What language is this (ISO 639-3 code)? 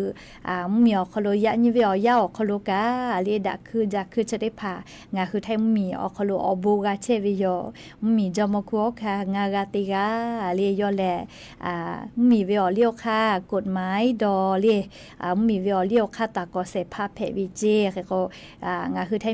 lhu